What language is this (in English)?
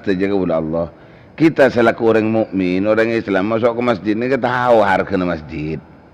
Madurese